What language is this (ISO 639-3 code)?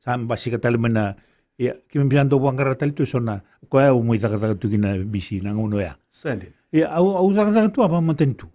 fij